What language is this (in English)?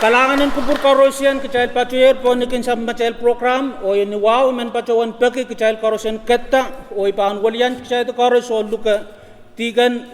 Pohnpeian